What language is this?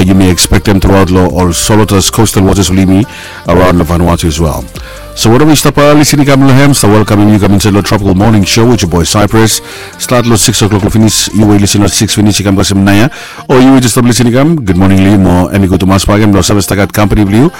Bislama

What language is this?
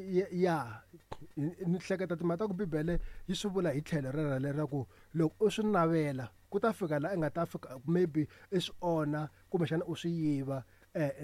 Tsonga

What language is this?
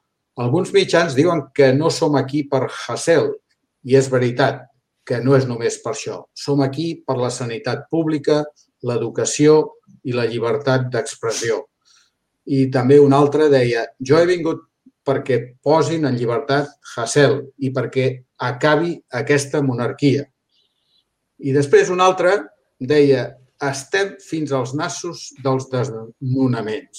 Catalan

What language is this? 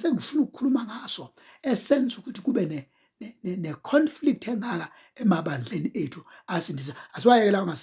Zulu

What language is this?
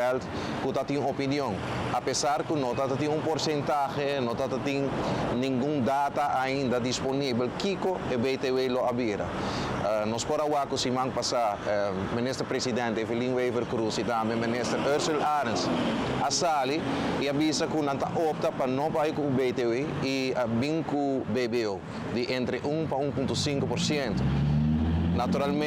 Papiamento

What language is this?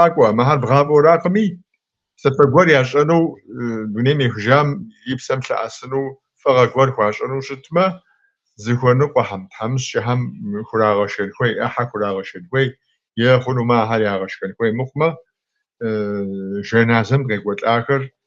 Kabardian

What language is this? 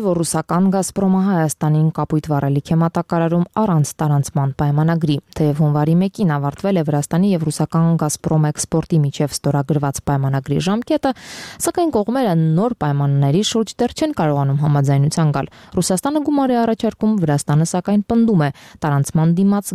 Armenian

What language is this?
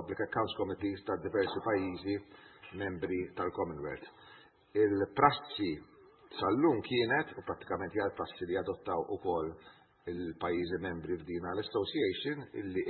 Maltese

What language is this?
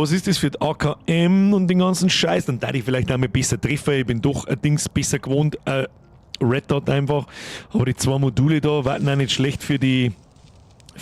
Bavarian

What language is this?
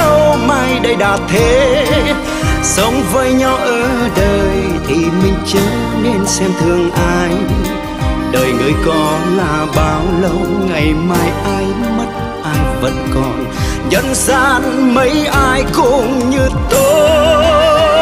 Vietnamese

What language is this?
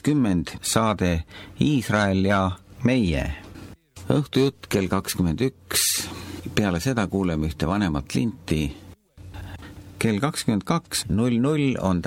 Estonian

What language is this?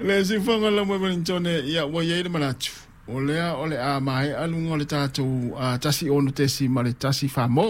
Samoan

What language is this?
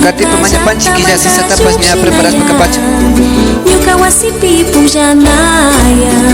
Imbabura Highland Quichua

